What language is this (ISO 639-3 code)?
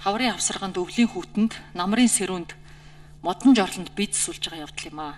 mon